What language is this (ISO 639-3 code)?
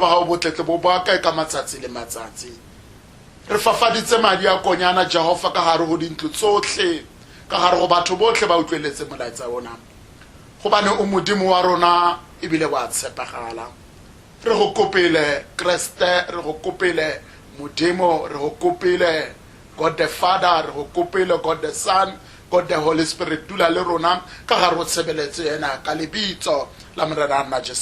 tsn